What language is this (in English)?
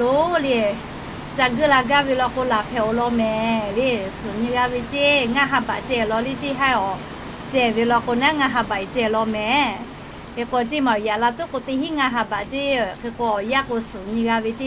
Lahu